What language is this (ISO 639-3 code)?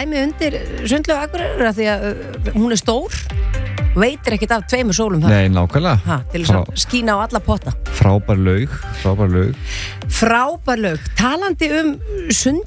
isl